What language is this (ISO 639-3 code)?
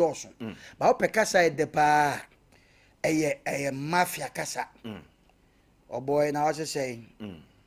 aka